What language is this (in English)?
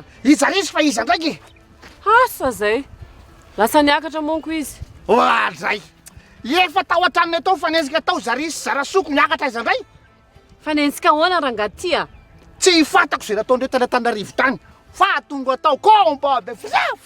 Malagasy